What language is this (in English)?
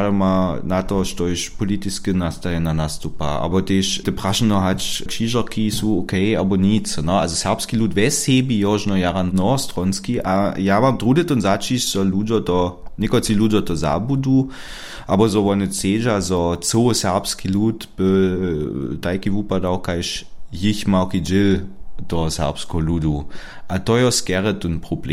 Upper Sorbian